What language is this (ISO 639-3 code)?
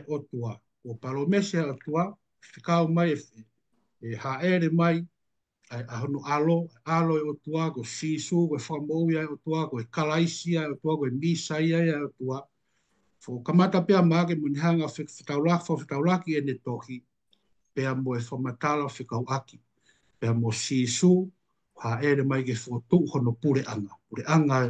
ton